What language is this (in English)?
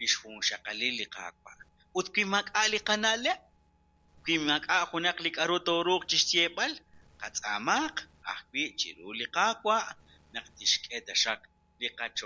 Kekchí